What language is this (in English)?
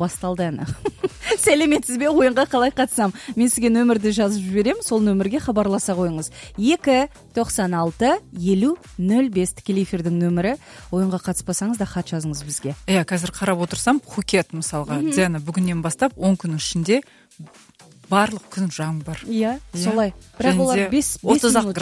Kazakh